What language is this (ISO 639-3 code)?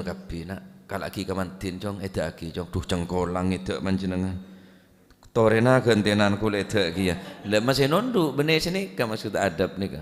mad